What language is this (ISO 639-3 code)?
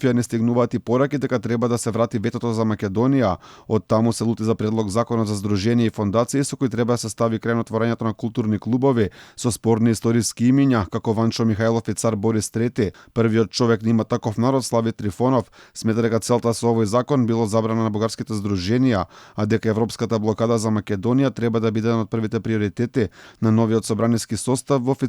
mkd